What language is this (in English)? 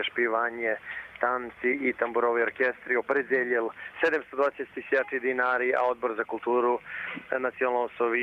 Rusyn